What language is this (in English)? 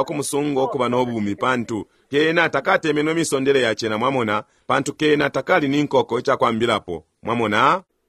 Bemba